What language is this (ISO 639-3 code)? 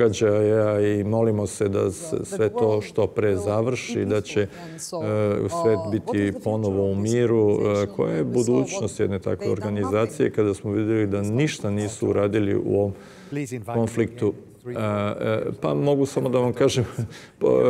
srp